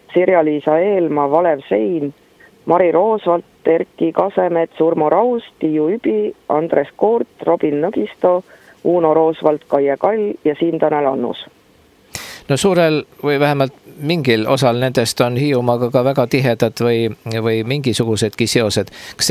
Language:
Estonian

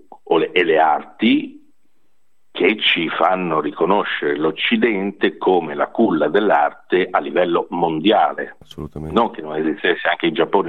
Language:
Italian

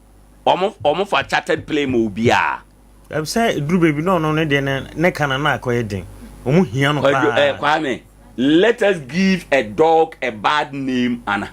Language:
Akan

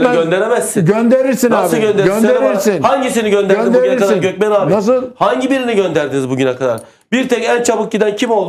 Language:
Turkish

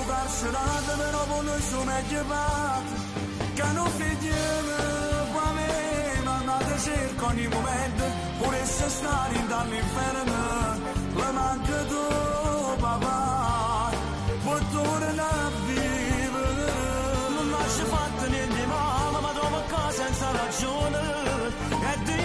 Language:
Neapolitan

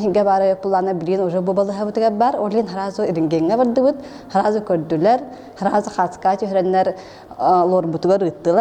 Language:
Yakut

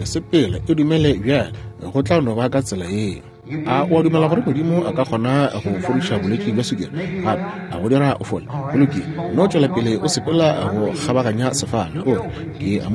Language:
Northern Sotho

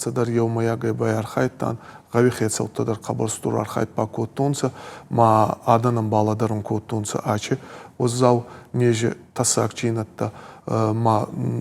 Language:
Ossetic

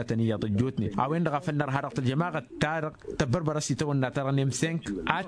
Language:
Tamasheq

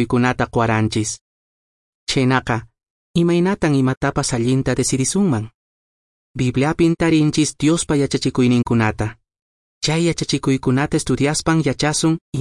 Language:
Quechua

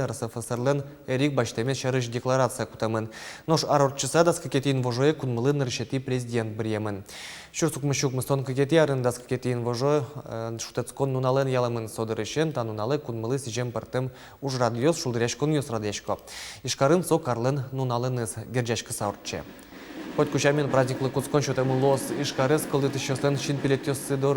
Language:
Udmurt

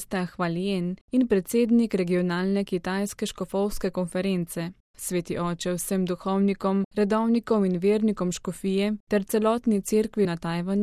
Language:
Slovenian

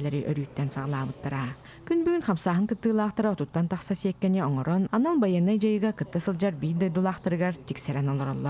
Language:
Yakut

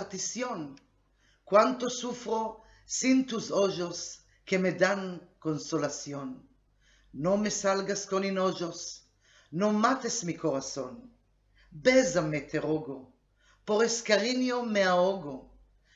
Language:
Ladino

